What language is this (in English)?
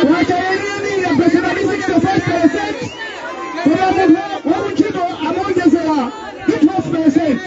Nyanja